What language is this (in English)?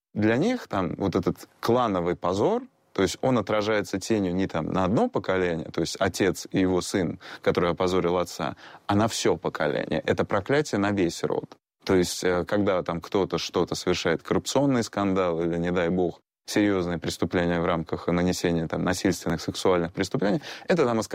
Russian